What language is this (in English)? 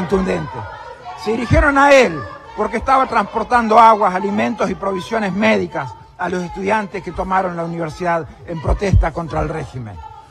Spanish